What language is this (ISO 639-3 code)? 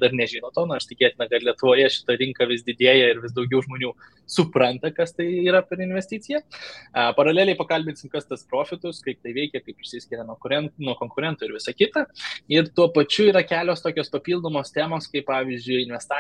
lit